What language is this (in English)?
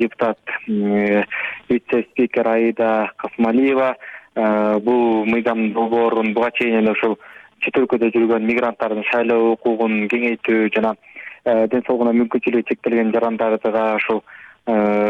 Kyrgyz